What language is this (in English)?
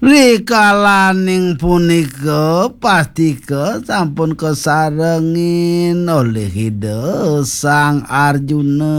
Balinese